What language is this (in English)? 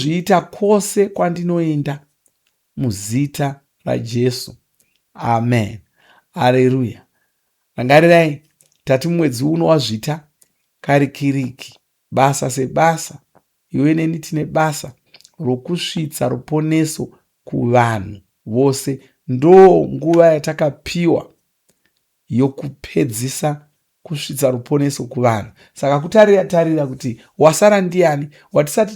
Shona